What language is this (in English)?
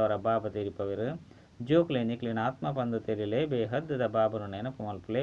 Tulu